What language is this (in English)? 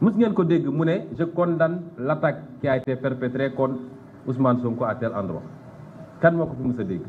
Wolof